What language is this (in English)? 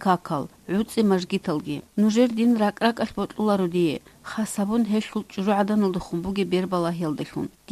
Avaric